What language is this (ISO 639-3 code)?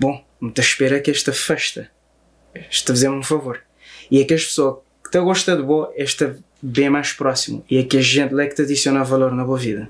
kea